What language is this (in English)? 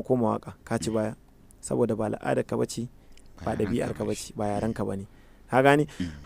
Hausa